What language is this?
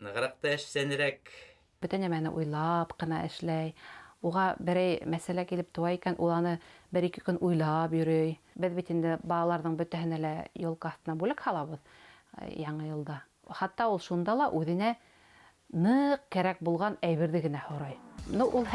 Bashkir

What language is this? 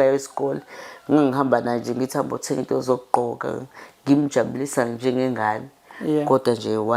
Zulu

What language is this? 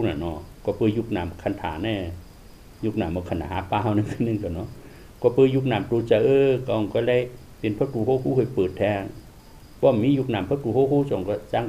Shan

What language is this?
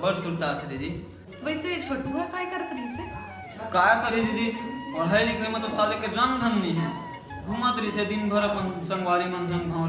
Chhattisgarhi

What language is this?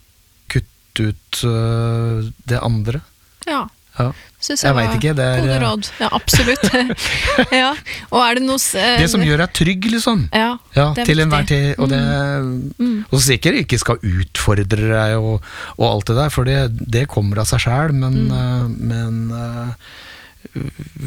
Norwegian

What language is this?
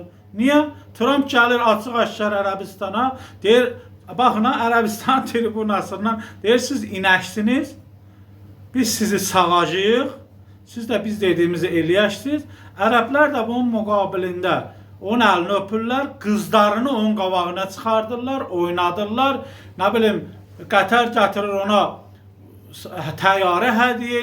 Azerbaijani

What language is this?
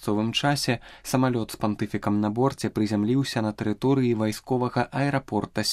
Belarusian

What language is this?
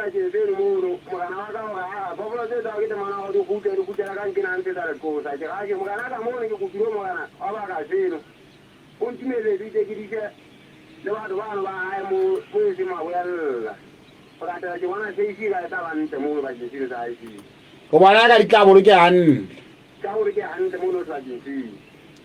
Southern Sotho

